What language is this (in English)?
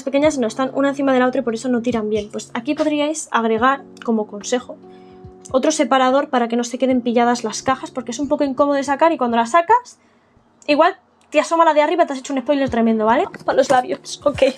Spanish